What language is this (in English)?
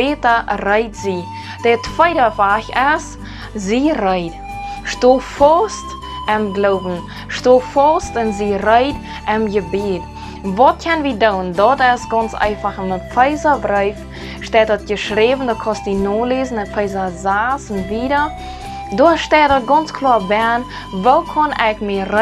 Plautdietsch